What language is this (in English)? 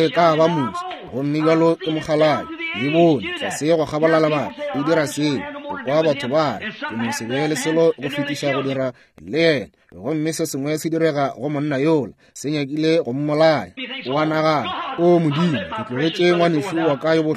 Northern Sotho